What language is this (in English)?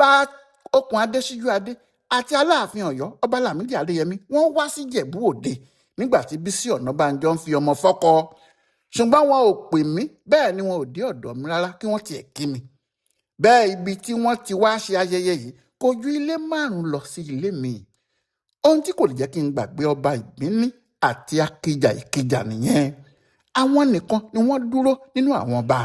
Yoruba